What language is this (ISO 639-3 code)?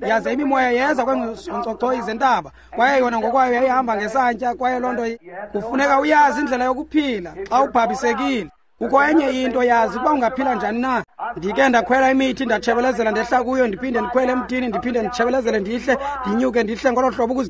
xho